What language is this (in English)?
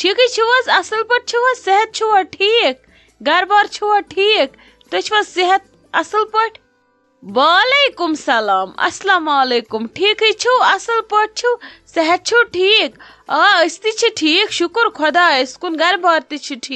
Kashmiri